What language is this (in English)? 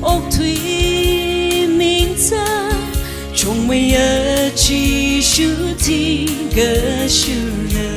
Tangkhul Naga (India)